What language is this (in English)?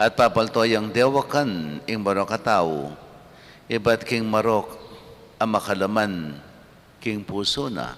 Pampanga